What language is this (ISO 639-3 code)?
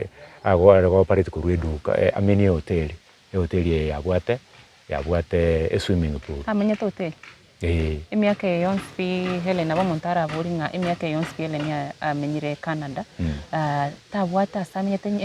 guz